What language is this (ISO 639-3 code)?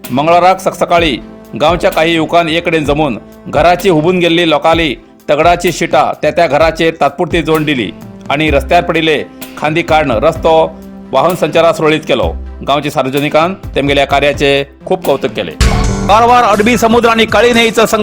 kok